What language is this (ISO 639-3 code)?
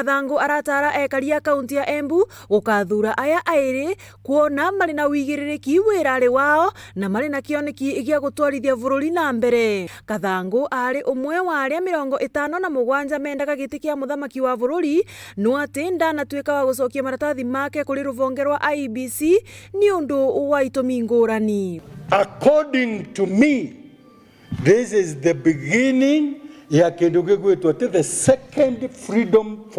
mer